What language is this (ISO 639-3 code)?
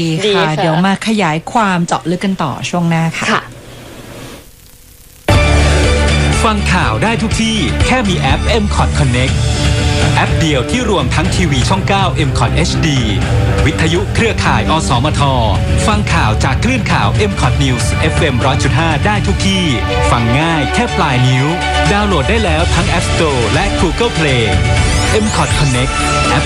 tha